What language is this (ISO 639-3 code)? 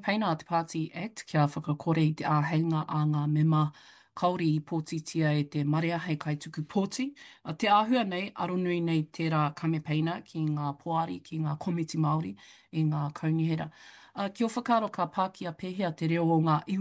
mri